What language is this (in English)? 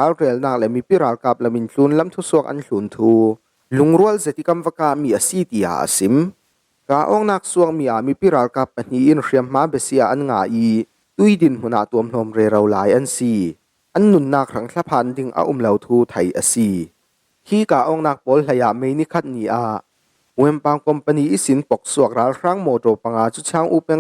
Falam Chin